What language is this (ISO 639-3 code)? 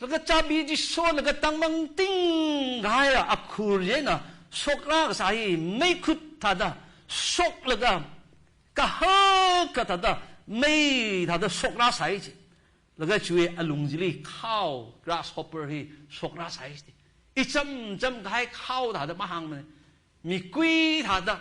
nmf